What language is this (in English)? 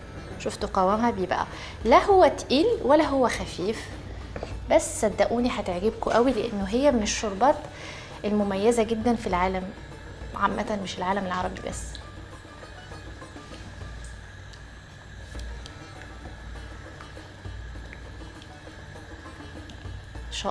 Egyptian Arabic